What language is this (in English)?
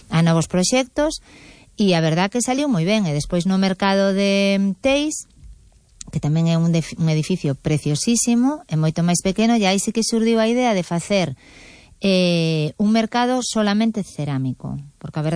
Galician